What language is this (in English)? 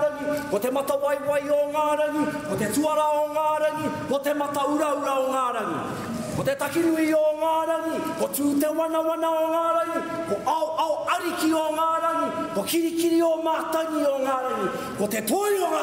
Māori